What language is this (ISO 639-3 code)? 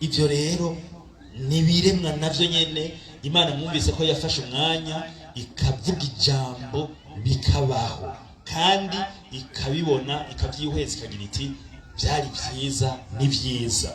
run